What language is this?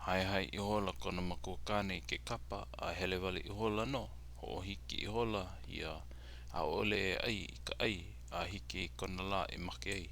Hawaiian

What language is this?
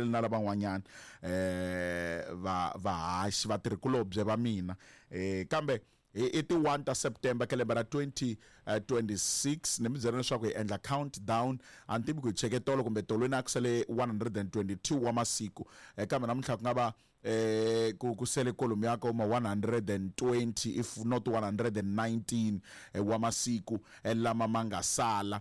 Tsonga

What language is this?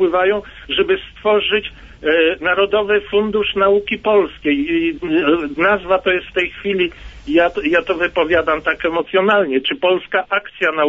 Polish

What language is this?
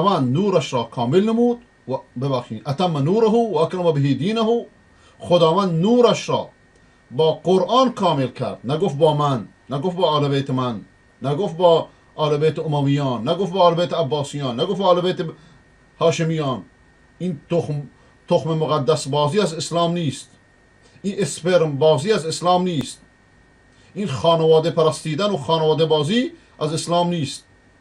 Persian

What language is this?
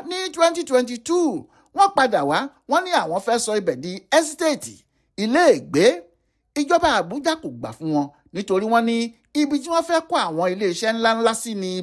Yoruba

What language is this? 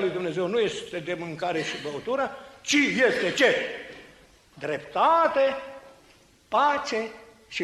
Romanian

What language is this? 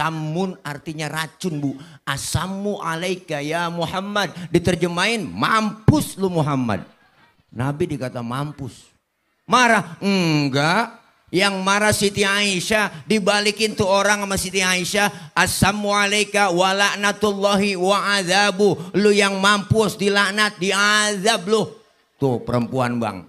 Betawi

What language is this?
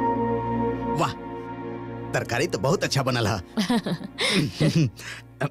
Bhojpuri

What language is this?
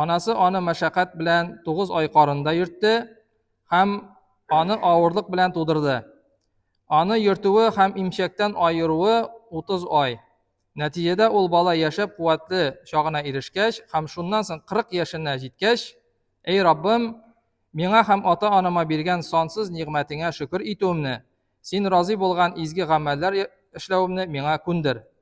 Tatar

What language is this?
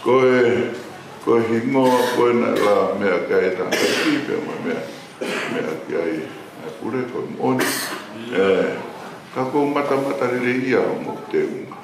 Tongan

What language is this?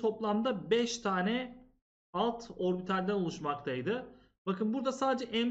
Turkish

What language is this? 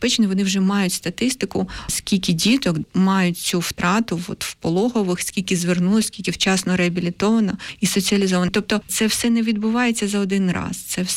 Ukrainian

